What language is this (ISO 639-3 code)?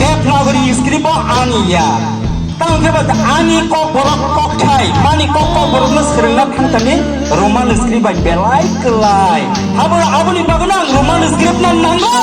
trp